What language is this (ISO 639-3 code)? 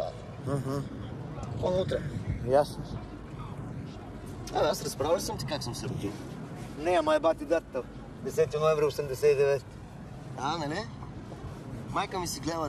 bul